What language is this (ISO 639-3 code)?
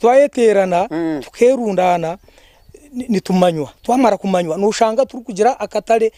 nyn